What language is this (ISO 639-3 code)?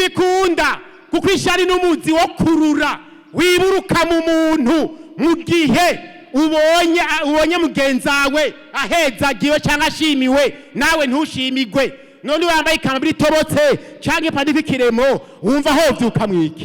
run